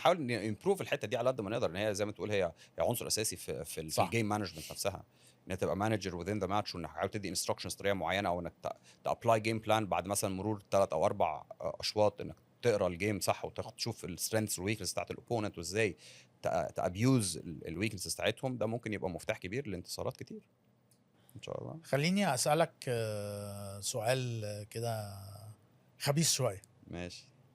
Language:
Egyptian Arabic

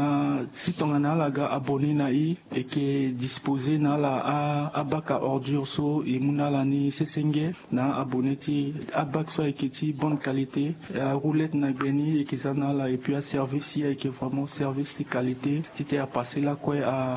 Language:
Sango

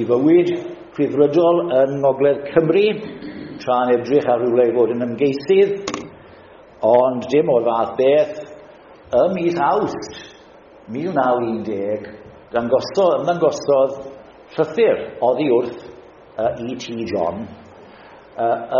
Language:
Welsh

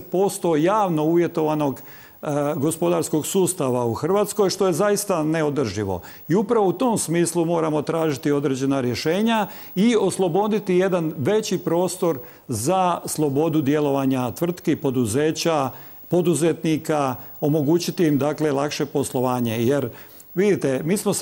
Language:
Croatian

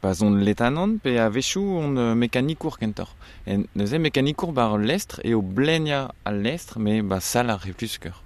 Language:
Breton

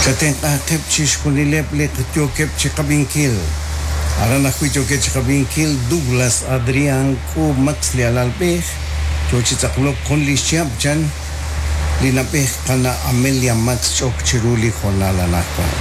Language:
Kekchí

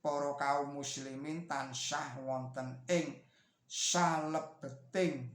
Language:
Javanese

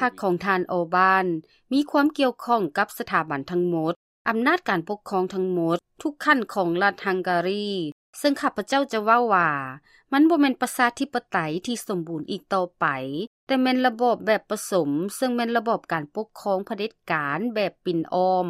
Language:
Lao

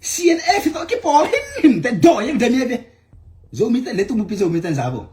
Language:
Tedim Chin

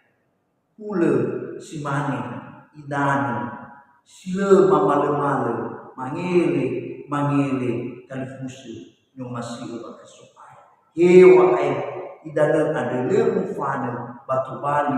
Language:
Nias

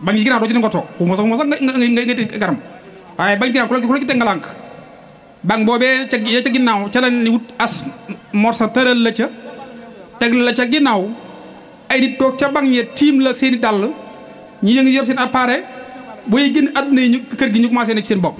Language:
Wolof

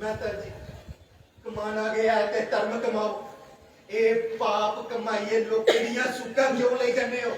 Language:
Dogri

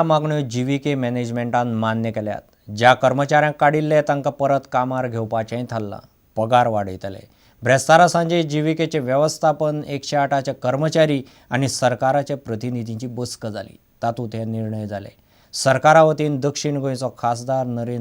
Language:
Konkani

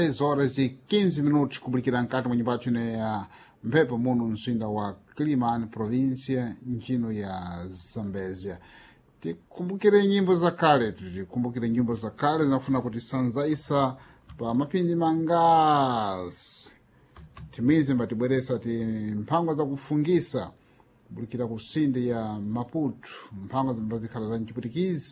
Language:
Sena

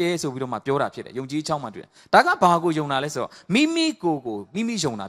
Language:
Burmese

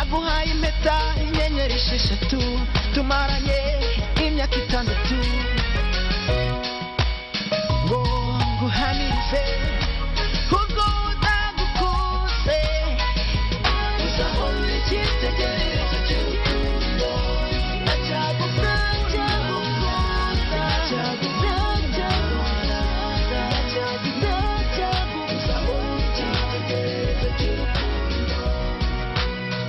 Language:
Kinyarwanda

